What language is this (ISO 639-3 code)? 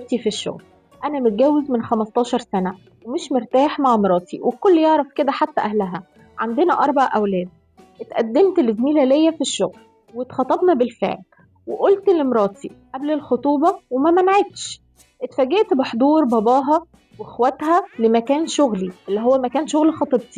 arz